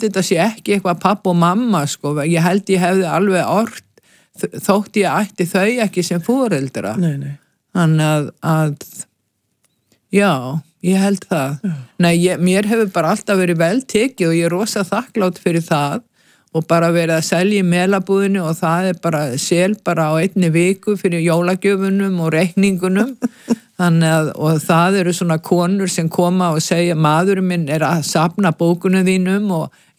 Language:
Icelandic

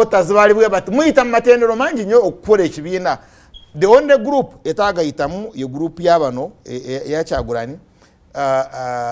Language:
Ganda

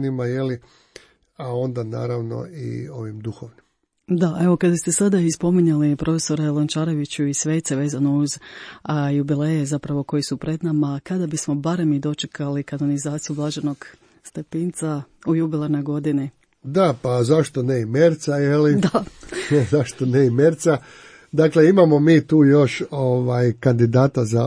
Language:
Croatian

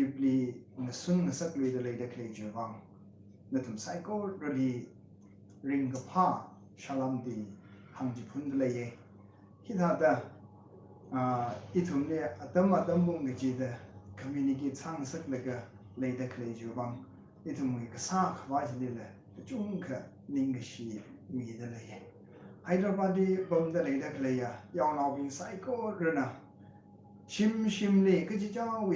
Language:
Tangkhul Naga (India)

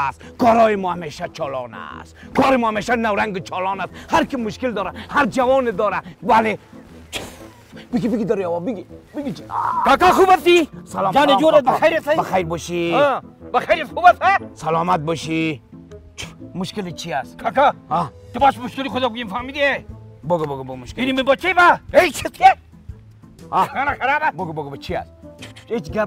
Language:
Persian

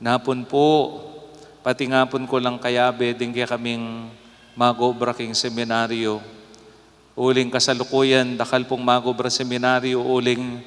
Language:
Pampanga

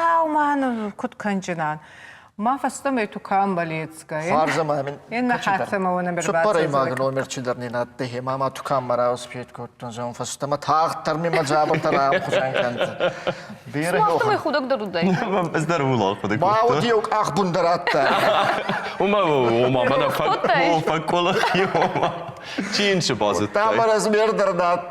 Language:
Ossetic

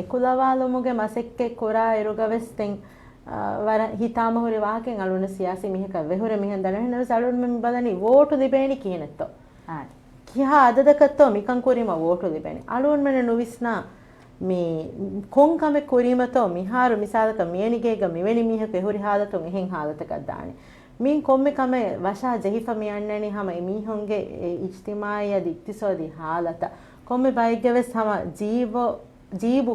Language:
Divehi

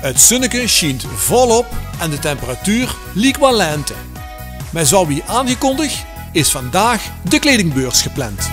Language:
Limburgish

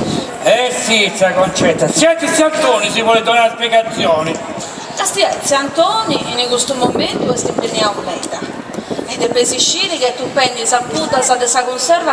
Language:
Sardinian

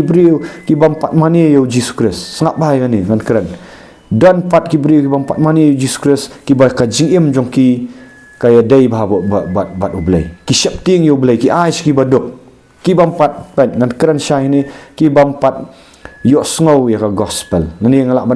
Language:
Khasi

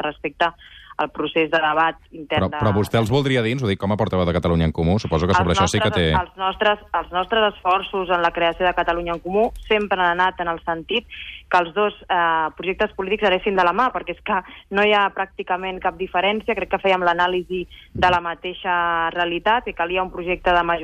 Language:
Catalan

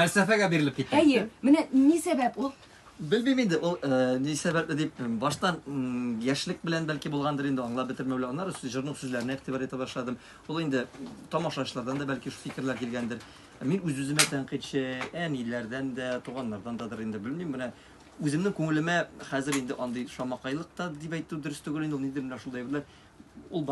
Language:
Tatar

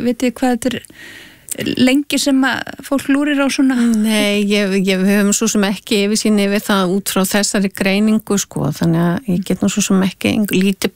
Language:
Icelandic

